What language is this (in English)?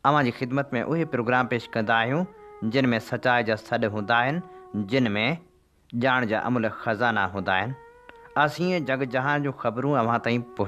Sindhi